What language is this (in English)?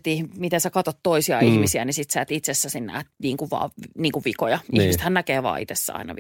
Finnish